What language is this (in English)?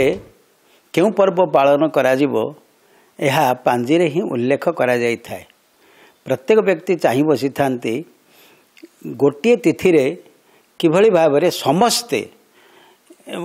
Odia